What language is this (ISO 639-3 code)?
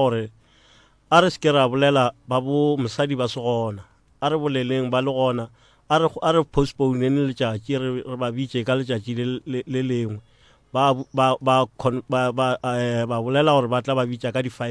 nso